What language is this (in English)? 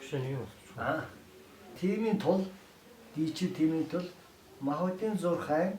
Mongolian